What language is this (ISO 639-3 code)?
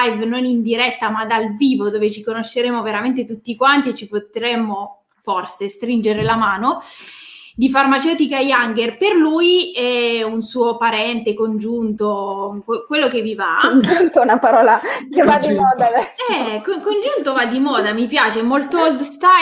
ita